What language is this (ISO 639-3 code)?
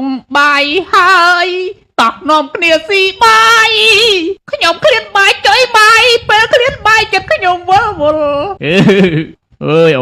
khm